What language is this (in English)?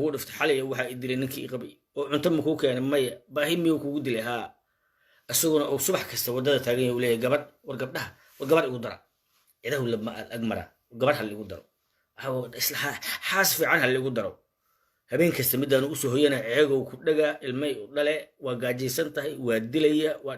Somali